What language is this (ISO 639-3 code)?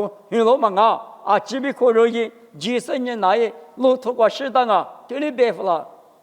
lis